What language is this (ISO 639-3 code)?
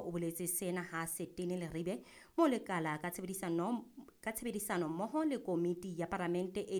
sot